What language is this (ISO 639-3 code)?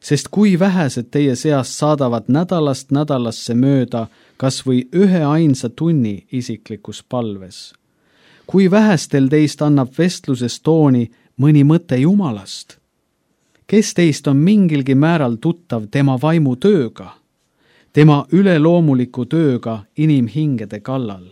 est